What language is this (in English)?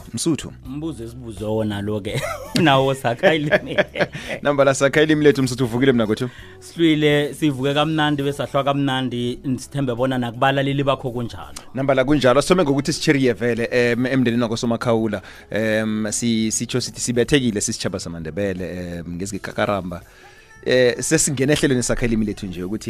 South Ndebele